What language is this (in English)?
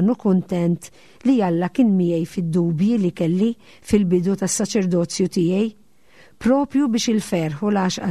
Maltese